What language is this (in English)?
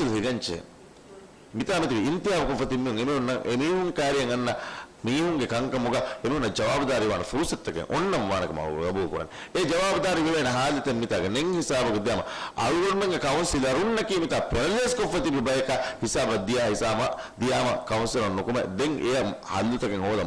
Divehi